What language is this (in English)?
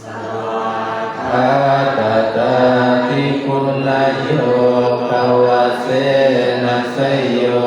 Pali